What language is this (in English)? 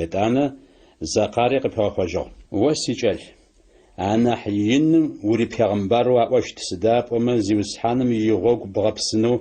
Adyghe